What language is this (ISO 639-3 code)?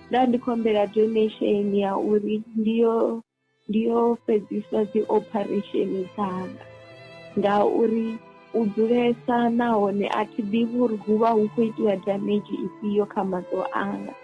ven